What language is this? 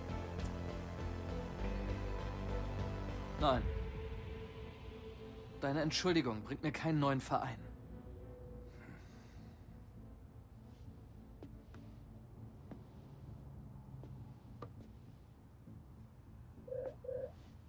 German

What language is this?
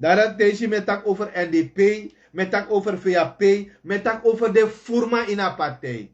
Sranan Tongo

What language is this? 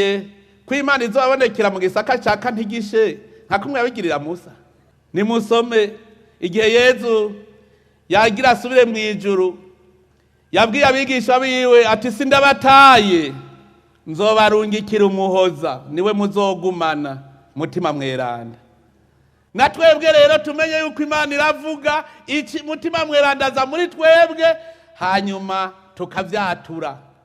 Rundi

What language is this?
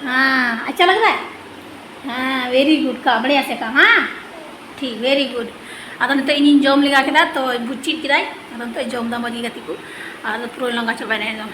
Santali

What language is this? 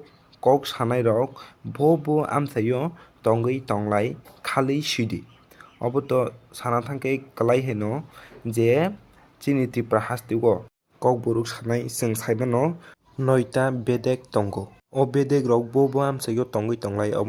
Kok Borok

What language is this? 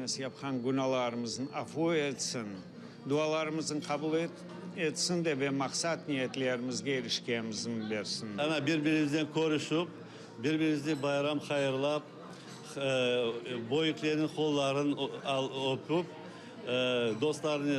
Crimean Tatar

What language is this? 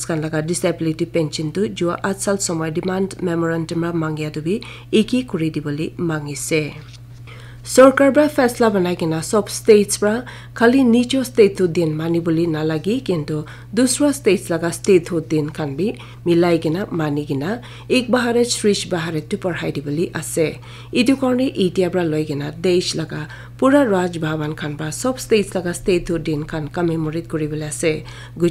Naga Pidgin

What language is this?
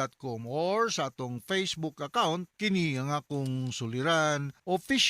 Cebuano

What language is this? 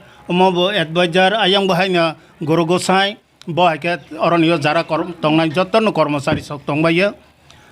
Kok Borok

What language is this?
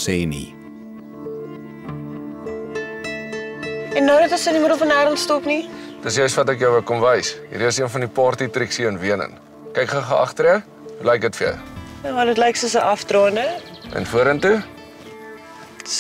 Afrikaans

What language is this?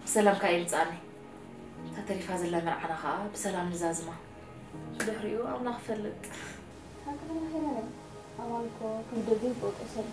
Tigrinya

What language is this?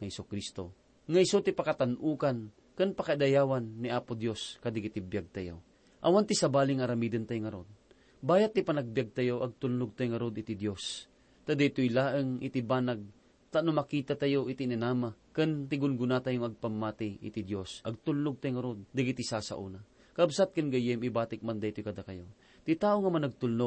Iloko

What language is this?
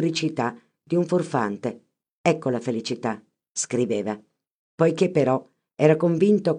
Italian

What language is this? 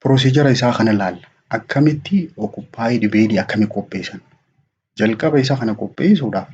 Oromo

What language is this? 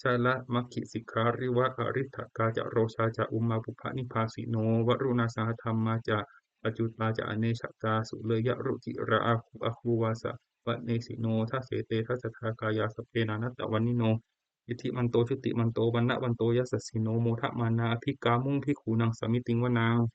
Pali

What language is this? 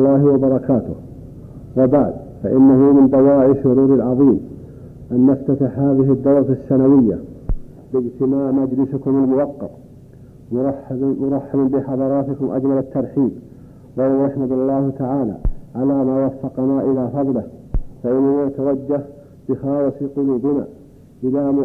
Arabic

